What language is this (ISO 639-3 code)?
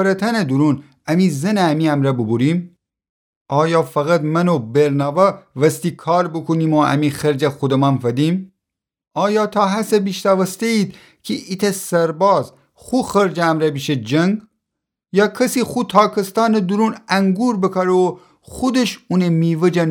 glk